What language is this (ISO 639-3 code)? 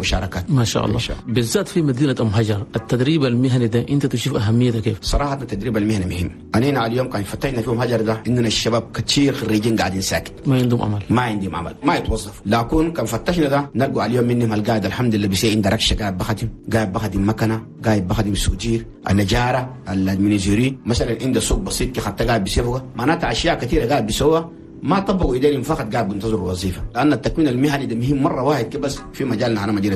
shu